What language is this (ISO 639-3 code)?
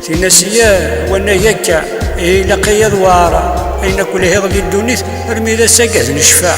kab